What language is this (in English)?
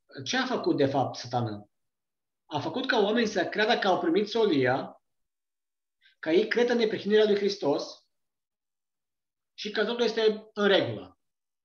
Romanian